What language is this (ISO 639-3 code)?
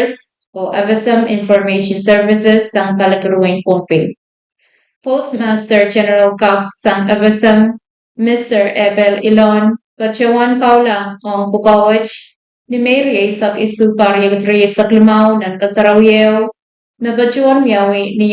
pon